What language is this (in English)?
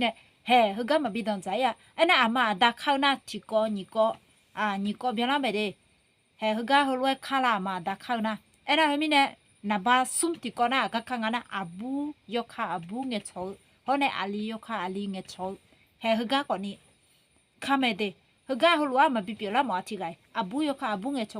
Akha